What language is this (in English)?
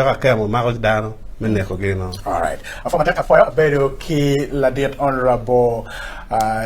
Acoli